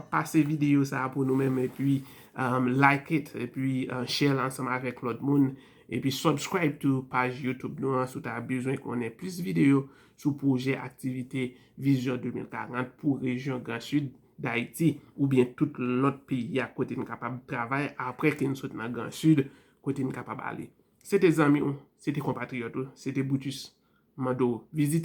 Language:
Haitian Creole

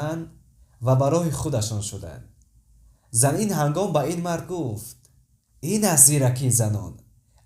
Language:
Tajik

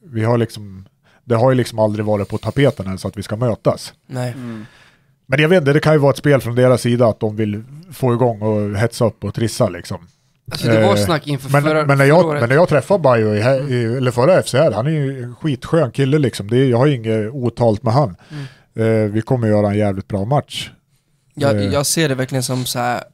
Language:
Swedish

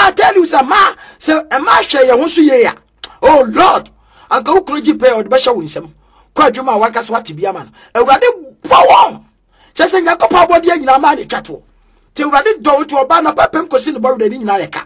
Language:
Akan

